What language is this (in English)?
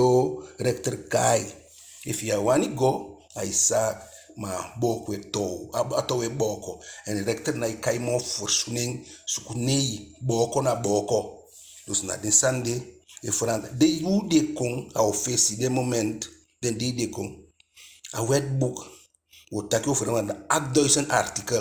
Eastern Maroon Creole